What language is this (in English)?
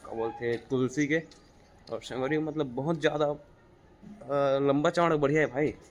Chhattisgarhi